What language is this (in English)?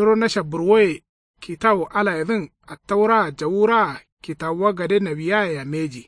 Kanuri